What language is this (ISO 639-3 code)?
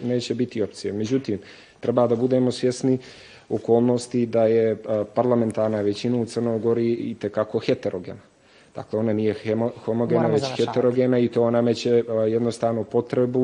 srp